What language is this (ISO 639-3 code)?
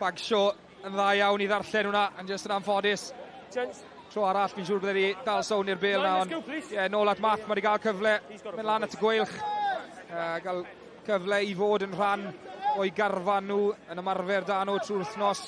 cym